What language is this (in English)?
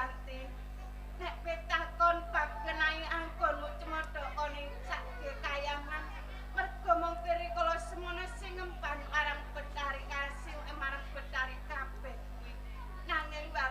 Javanese